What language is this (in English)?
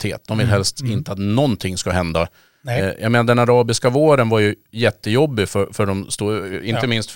Swedish